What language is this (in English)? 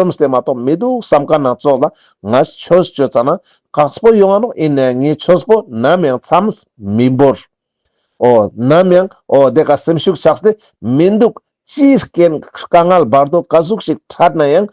Ladakhi